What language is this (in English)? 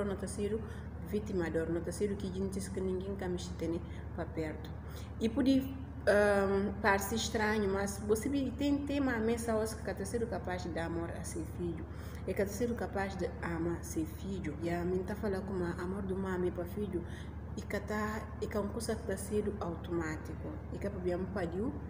Portuguese